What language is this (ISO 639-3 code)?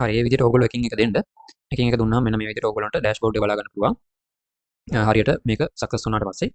sin